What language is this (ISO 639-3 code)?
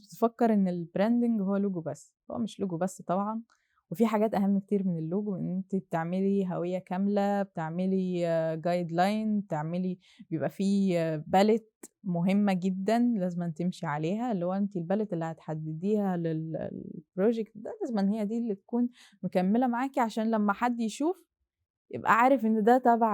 arz